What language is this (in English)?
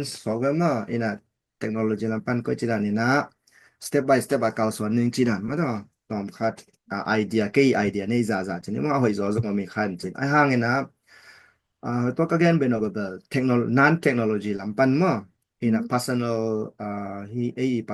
Tedim Chin